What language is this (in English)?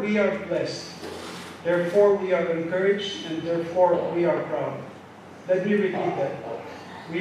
Pohnpeian